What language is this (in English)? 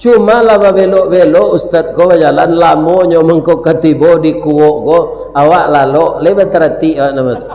Minangkabau